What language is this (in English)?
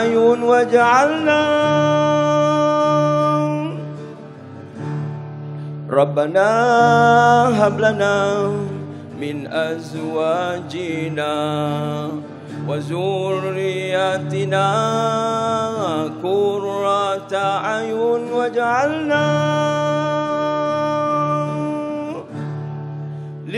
Malay